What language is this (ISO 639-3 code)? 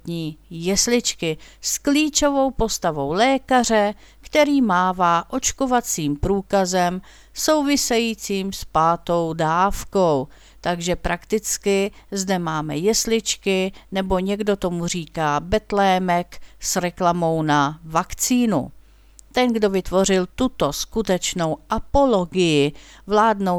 ces